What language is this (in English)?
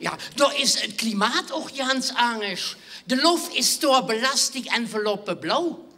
Limburgish